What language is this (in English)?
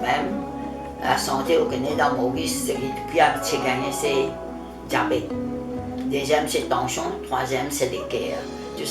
Morisyen